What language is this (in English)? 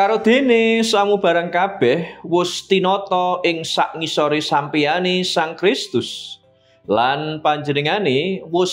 Javanese